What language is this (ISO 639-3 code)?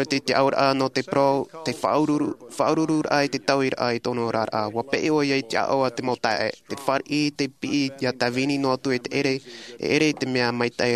tah